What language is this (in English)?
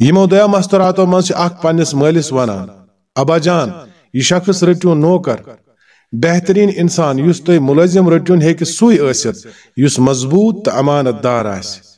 Kashmiri